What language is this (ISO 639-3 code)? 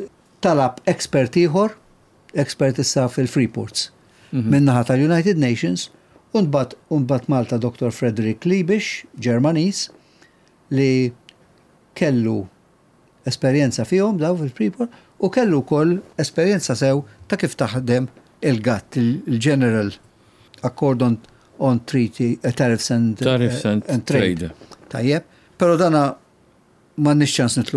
mlt